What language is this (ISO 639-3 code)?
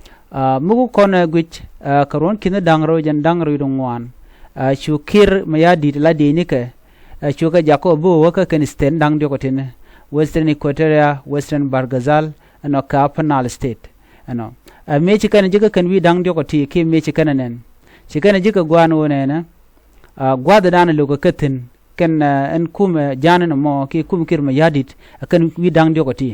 nus